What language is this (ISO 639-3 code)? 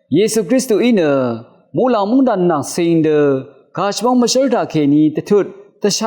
raw